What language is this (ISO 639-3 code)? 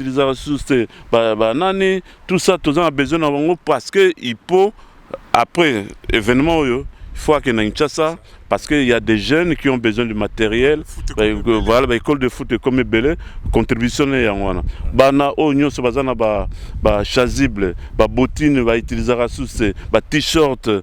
lin